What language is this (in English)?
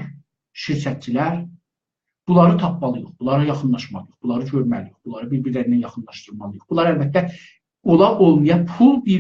South Azerbaijani